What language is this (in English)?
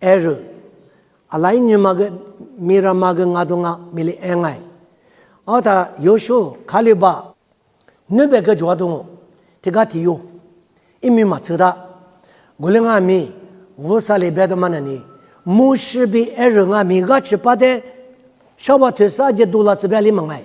Lisu